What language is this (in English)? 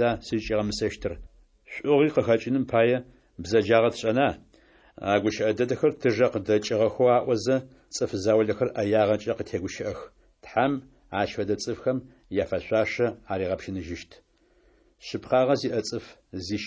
Adyghe